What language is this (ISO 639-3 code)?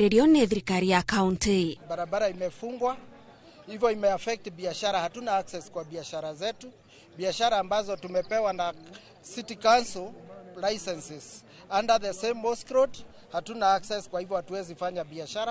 kik